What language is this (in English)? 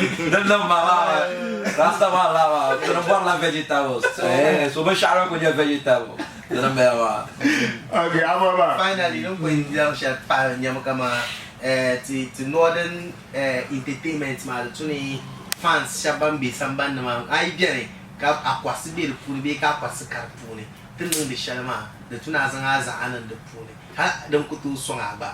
Dagbani